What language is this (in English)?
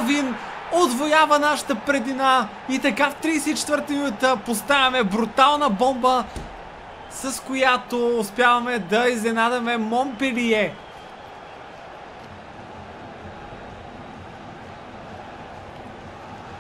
Bulgarian